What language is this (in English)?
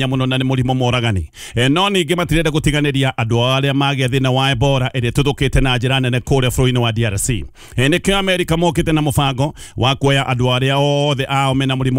Kikuyu